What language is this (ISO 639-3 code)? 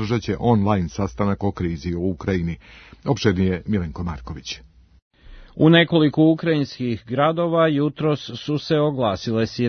srp